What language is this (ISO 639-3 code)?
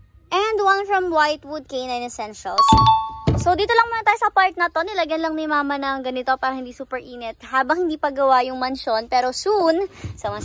fil